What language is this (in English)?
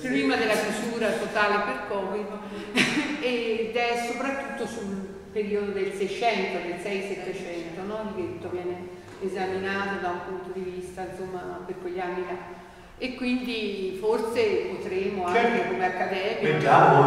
Italian